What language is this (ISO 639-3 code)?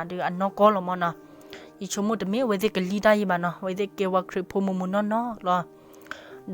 ksw